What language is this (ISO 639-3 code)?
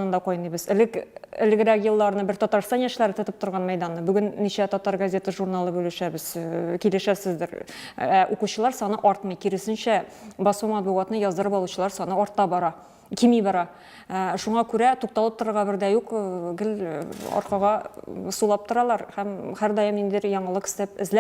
tat